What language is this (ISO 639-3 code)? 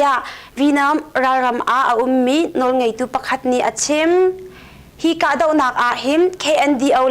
cnh